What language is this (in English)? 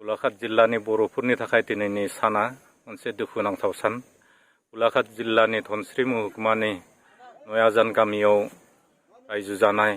Bodo